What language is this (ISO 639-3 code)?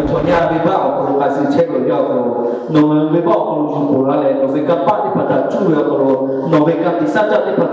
lhu